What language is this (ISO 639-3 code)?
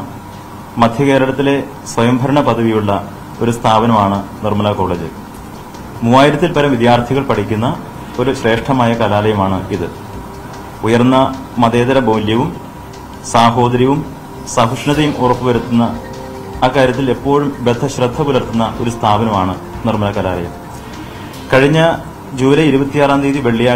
mal